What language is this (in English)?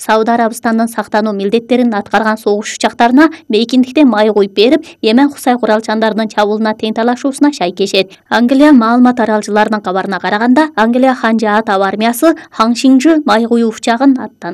Kyrgyz